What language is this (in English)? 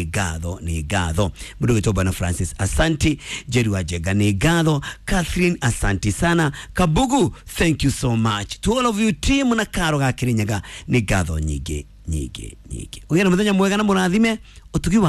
Kikuyu